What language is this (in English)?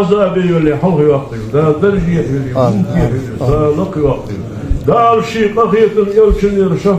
Ingush